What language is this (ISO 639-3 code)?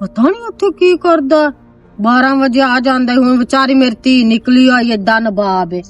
lah